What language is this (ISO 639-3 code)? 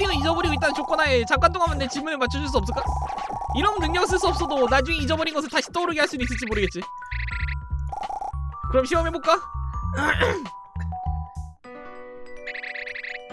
kor